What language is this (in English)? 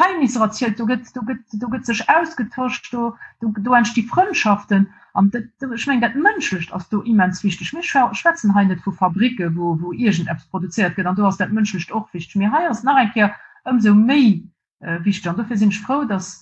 Luxembourgish